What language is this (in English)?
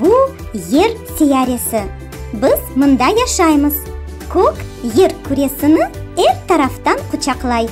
Crimean Tatar